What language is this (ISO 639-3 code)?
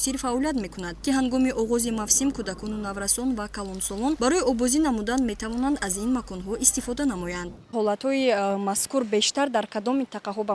tgk